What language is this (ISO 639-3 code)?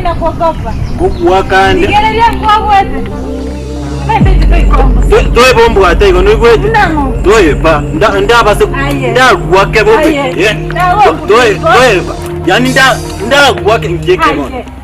guz